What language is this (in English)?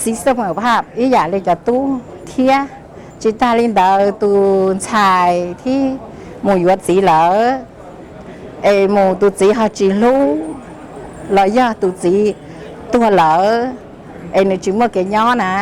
Hmong